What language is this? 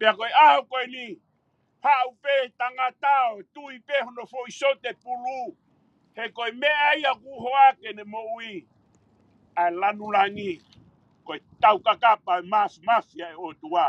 Tongan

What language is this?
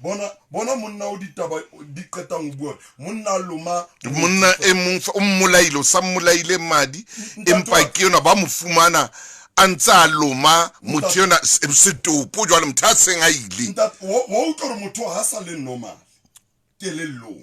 Southern Sotho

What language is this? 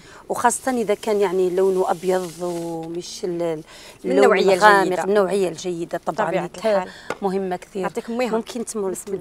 Algerian Arabic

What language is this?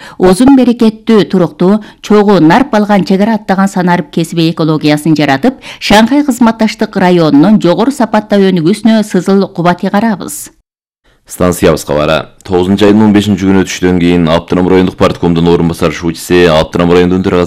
Kyrgyz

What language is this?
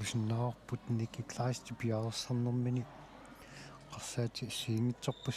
Kalaallisut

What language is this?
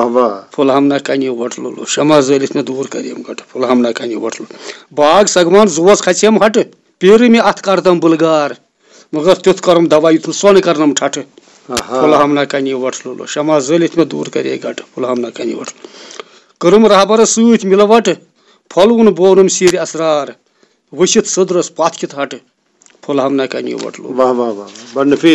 Kashmiri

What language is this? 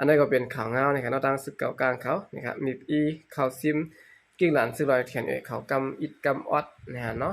Shan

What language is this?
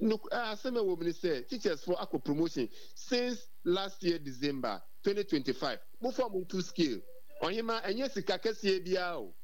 Akan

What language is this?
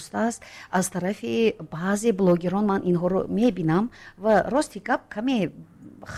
Tajik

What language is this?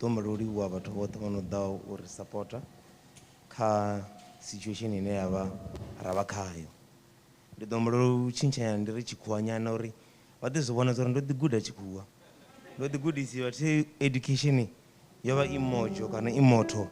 Venda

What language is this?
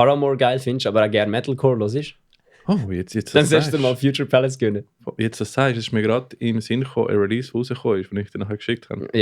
Swiss German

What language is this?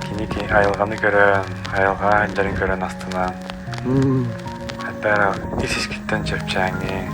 Yakut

